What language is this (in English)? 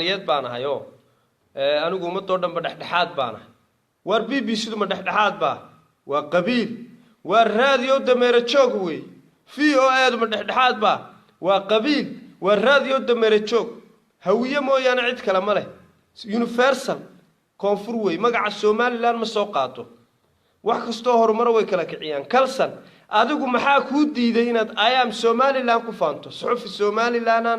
Somali